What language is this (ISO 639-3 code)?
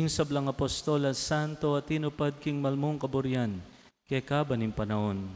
pam